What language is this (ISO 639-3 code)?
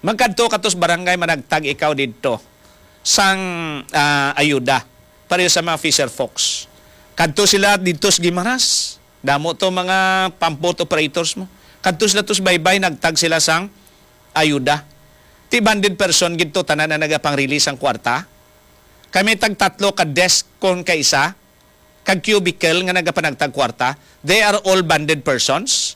hil